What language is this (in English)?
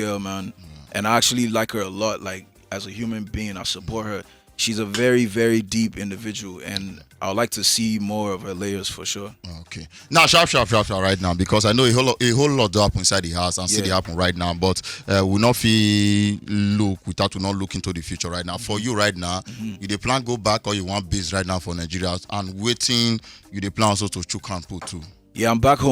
Nigerian Pidgin